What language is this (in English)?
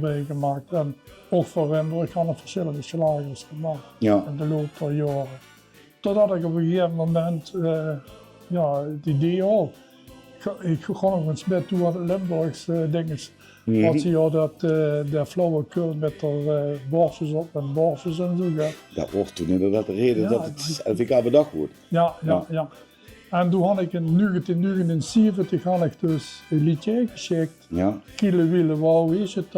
Limburgish